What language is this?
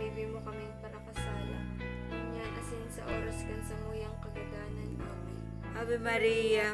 Bikol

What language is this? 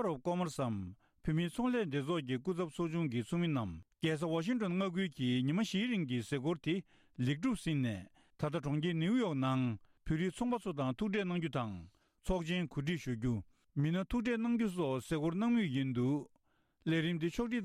Tibetan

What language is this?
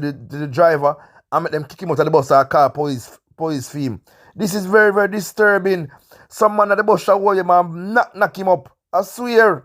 Jamaican Creole English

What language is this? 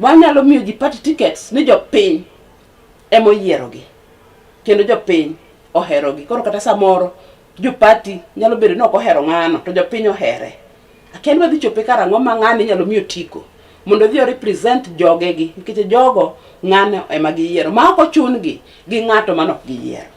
Luo (Kenya and Tanzania)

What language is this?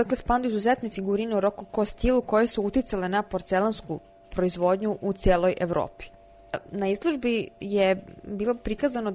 Serbian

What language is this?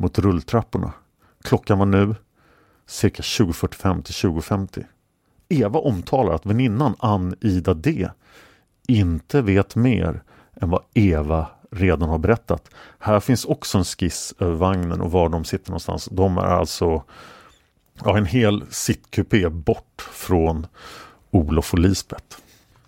Swedish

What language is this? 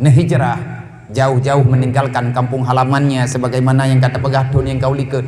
Achinese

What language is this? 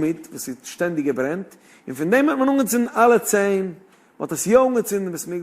Yiddish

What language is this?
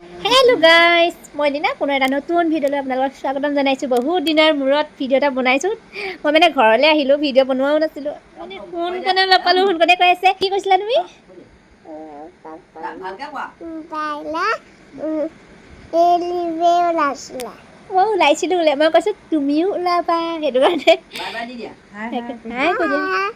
Assamese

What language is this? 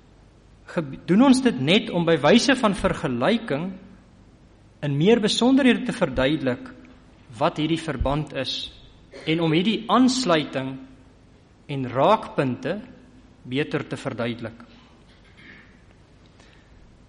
Afrikaans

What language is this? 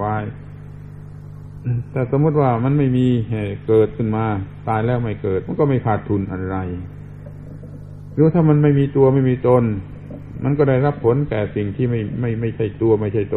Thai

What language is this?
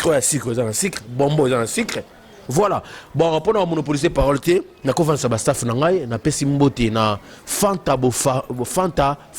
Lingala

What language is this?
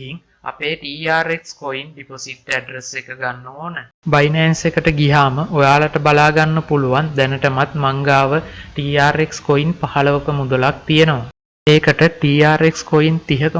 Sinhala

